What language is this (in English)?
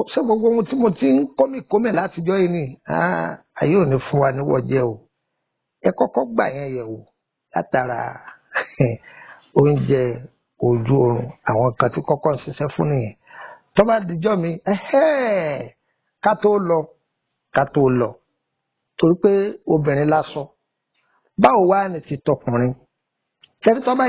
Yoruba